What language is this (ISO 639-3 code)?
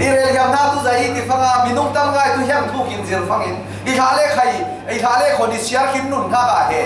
cfm